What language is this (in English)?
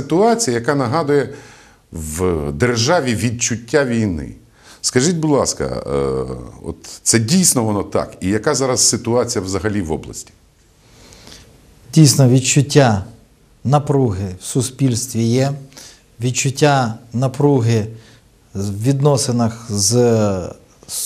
Ukrainian